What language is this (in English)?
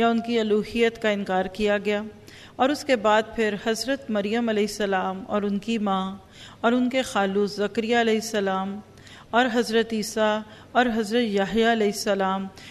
Urdu